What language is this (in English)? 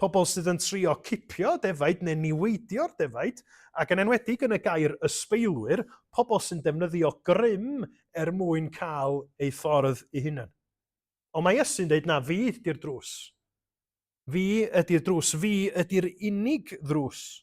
Welsh